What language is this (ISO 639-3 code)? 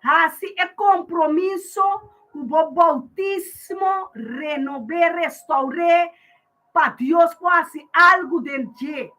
pap